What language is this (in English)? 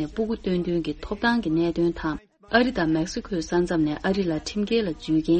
Tibetan